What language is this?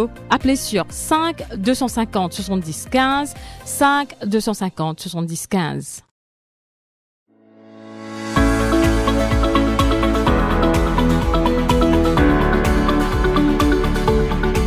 French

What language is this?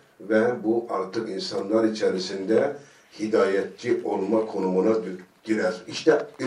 Turkish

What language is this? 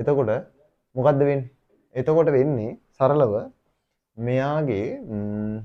Sinhala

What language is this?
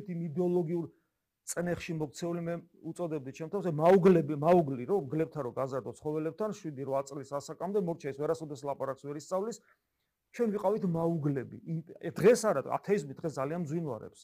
Georgian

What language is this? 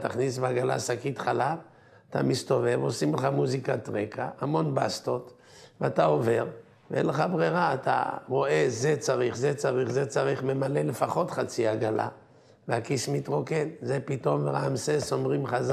Hebrew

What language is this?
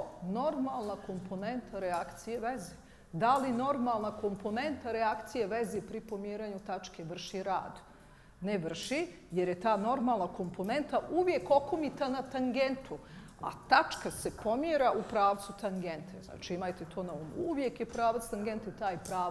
Bosnian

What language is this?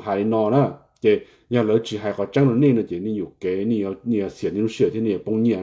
Hmong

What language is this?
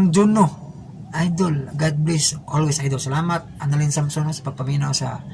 Cebuano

